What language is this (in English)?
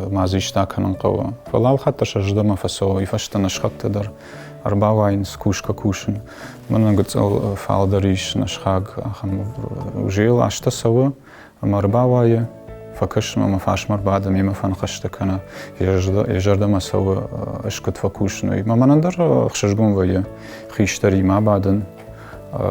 Ossetic